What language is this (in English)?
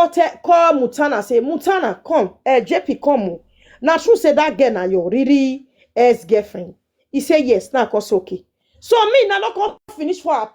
Nigerian Pidgin